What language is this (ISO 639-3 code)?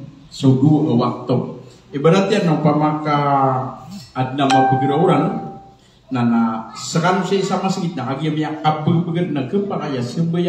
mrw